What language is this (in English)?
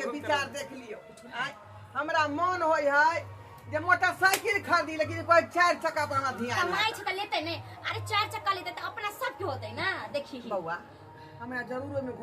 Maithili